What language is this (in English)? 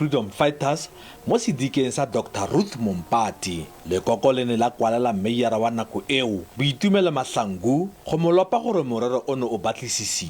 Tswana